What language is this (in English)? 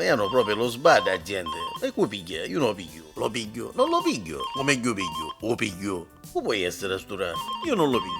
Neapolitan